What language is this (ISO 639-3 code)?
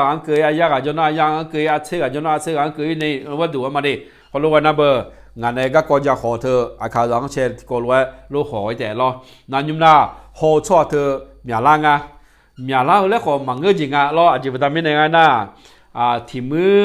ahk